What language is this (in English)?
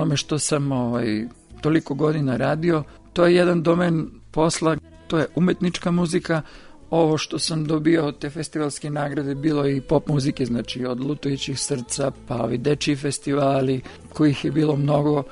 Serbian